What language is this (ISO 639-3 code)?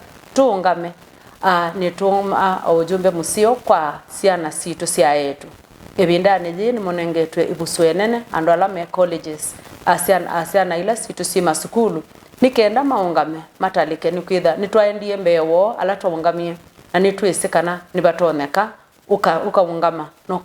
kam